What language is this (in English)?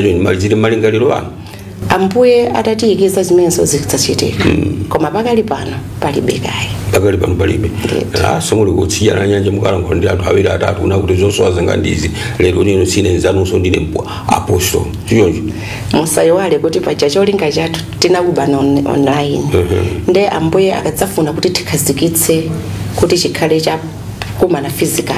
Nyanja